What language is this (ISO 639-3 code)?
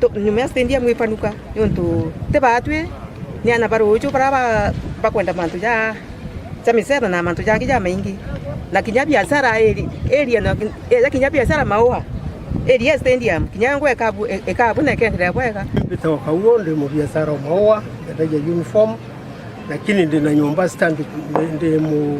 mer